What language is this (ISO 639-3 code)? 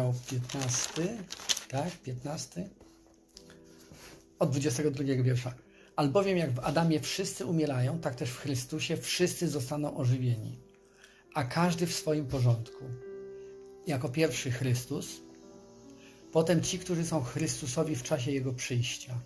pol